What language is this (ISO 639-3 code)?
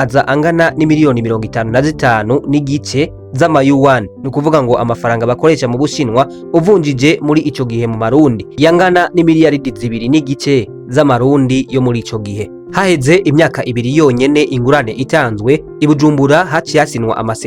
run